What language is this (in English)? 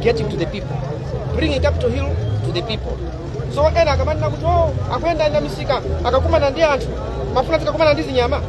Nyanja